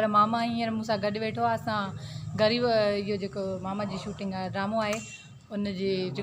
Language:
Sindhi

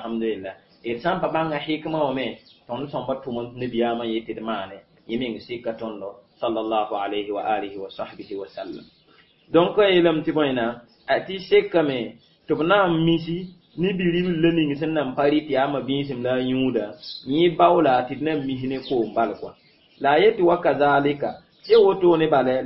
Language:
Mossi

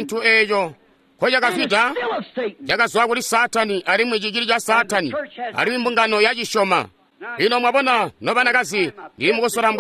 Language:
Tonga (Zambia)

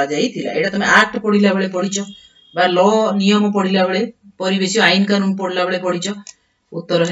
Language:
Odia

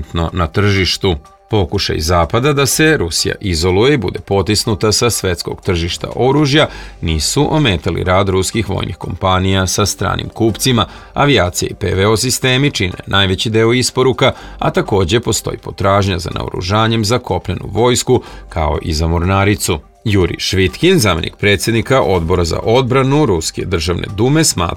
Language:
Serbian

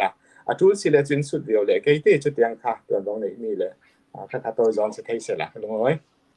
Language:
Falam Chin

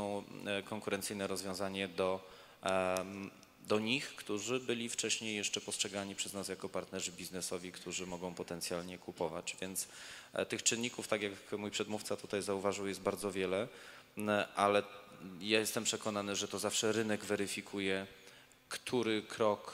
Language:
Polish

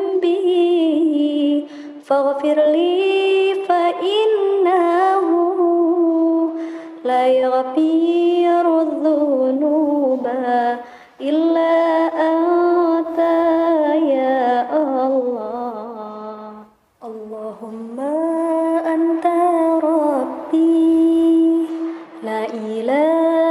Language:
Arabic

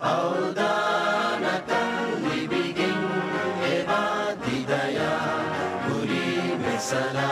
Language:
Divehi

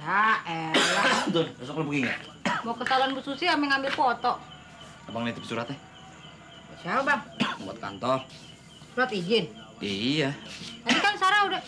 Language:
Betawi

